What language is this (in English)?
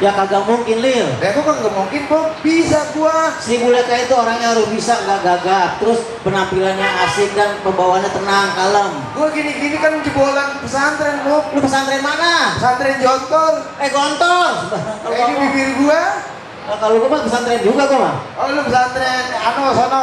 Betawi